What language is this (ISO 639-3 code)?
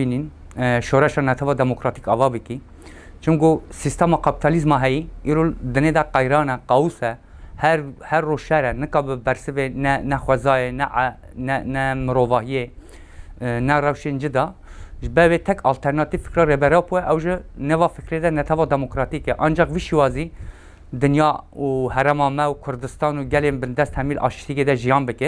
kur